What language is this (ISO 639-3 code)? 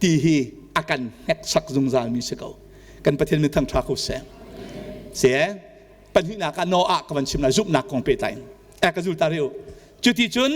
cnh